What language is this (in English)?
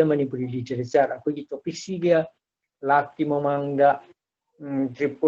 Manipuri